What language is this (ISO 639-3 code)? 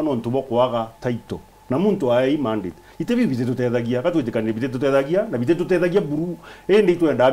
mer